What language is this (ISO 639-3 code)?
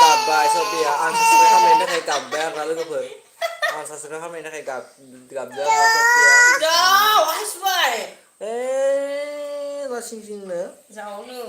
brx